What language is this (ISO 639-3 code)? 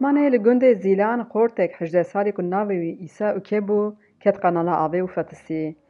kur